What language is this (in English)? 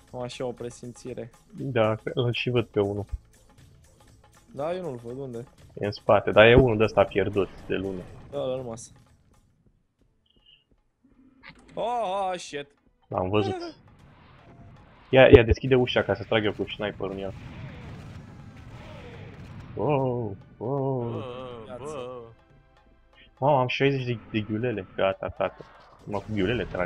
Romanian